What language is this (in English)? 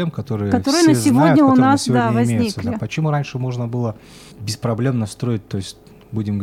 Russian